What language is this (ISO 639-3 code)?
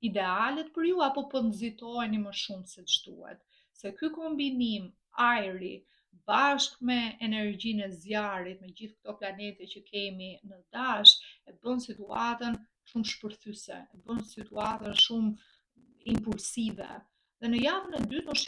sqi